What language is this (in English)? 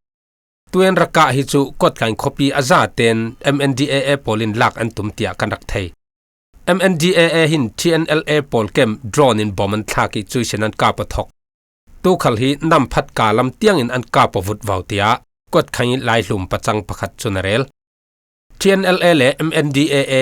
Falam Chin